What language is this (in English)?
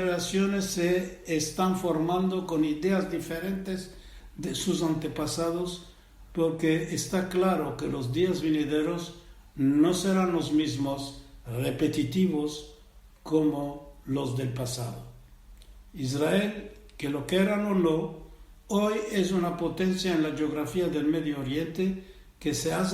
Ladino